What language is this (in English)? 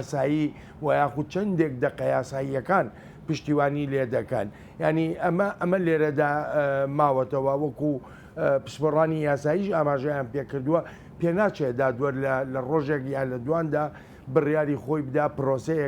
Central Kurdish